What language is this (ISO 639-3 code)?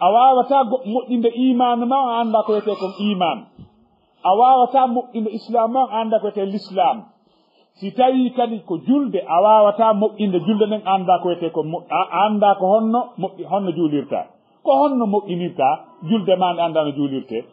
ful